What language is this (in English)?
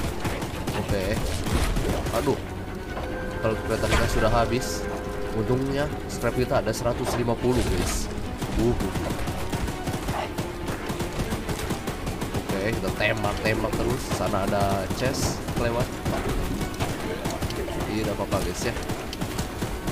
Indonesian